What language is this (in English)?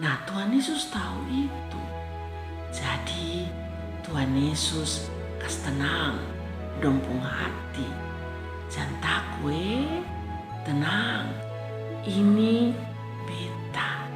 Kupang Malay